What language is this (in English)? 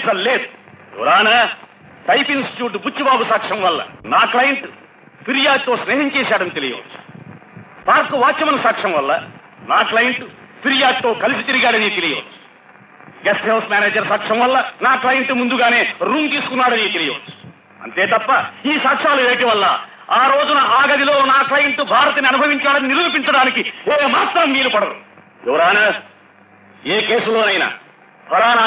Telugu